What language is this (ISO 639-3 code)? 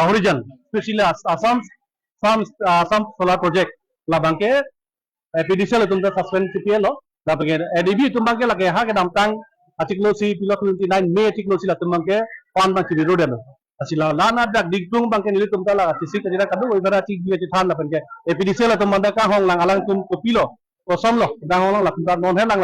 mjw